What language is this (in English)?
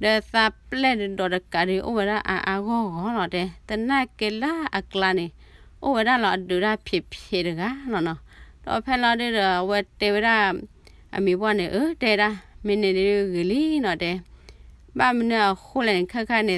S'gaw Karen